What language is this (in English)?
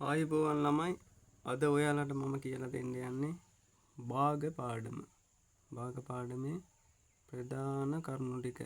Sinhala